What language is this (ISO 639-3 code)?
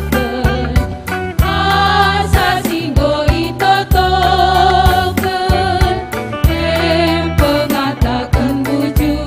btx